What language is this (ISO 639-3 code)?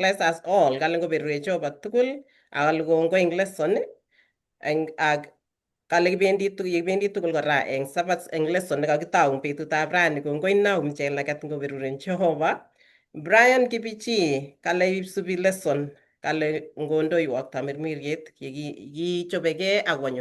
kln